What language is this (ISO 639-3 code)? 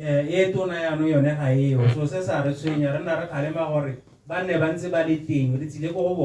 tsn